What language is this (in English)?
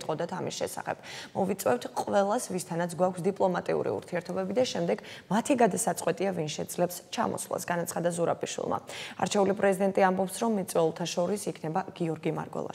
Georgian